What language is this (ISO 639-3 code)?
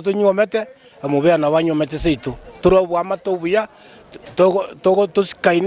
guz